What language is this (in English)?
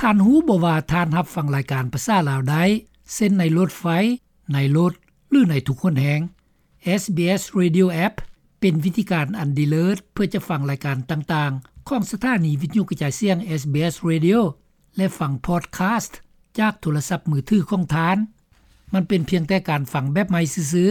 Lao